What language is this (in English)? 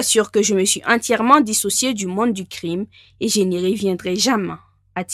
French